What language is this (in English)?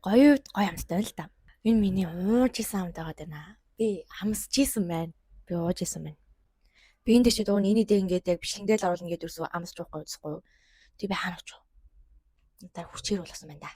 Mongolian